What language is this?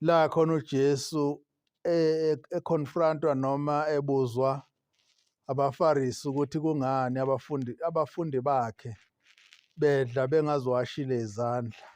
Zulu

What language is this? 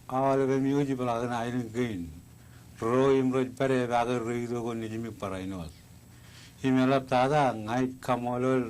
Marshallese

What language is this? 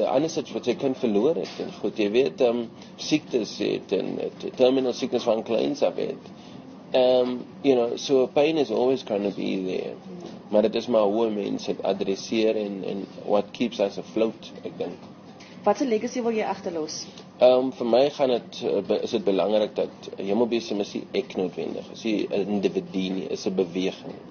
Afrikaans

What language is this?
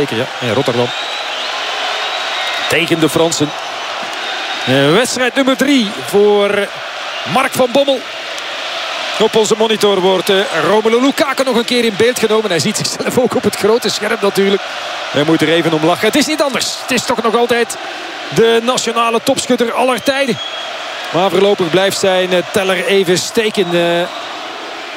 Dutch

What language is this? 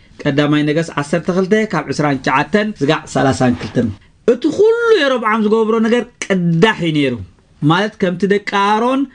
Tigrinya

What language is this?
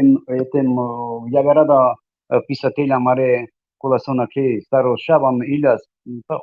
Balkan Romani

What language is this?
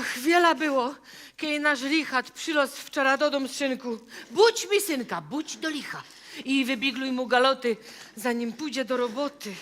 Silesian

